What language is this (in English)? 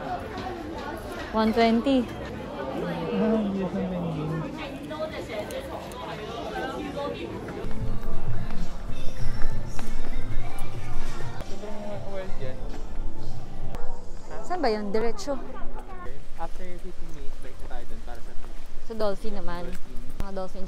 Filipino